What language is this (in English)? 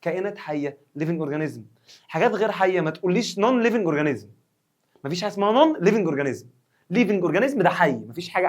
Egyptian Arabic